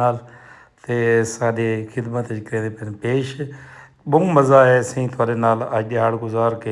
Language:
Saraiki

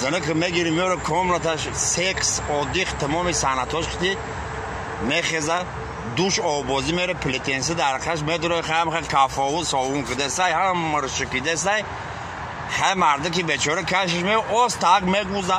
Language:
Tajik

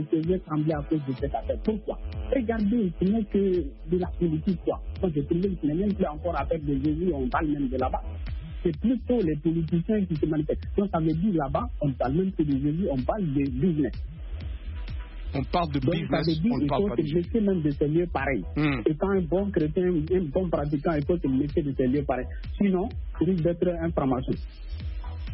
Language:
French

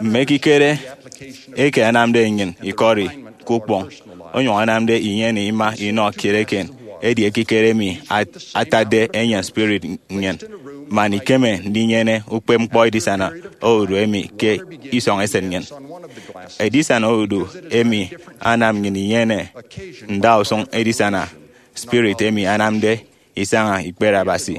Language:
Efik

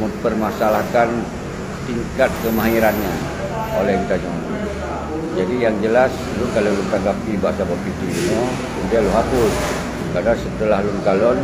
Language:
Achinese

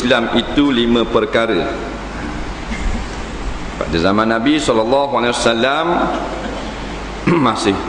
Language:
Malay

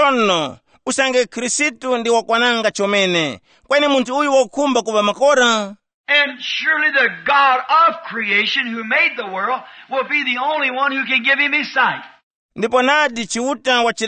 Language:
Tumbuka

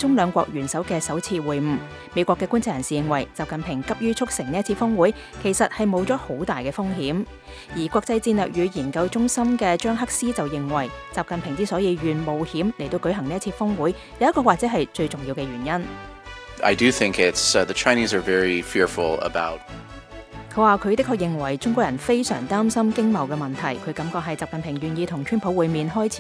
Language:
Cantonese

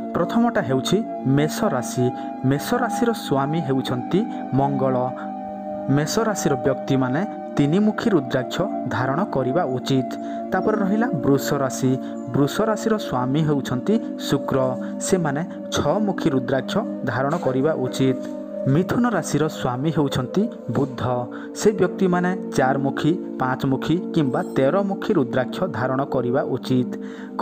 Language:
Odia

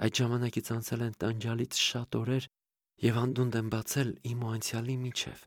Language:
Armenian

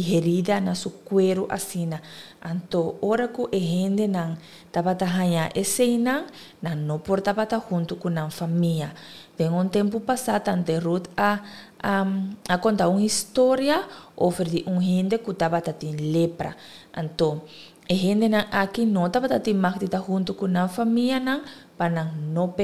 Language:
Papiamento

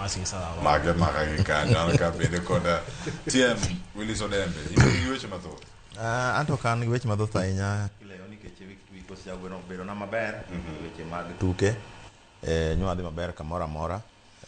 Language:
Luo (Kenya and Tanzania)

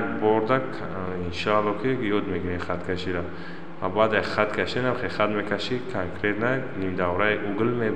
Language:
Tajik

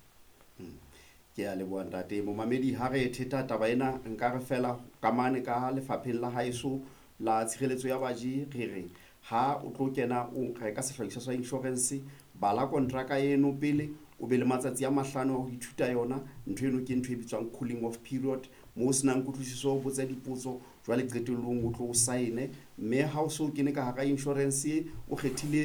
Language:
Southern Sotho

